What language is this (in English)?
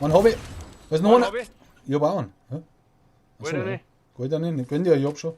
Bavarian